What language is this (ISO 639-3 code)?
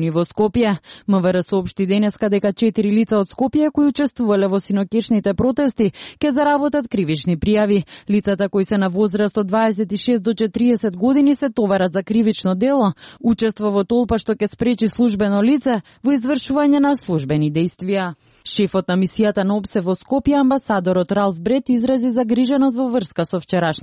mkd